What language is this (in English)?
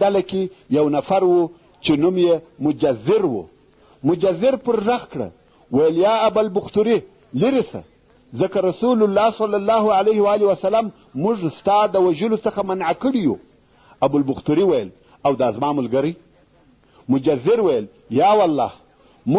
Pashto